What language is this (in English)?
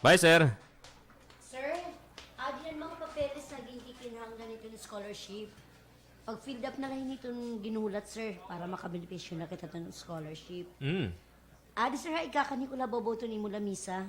Waray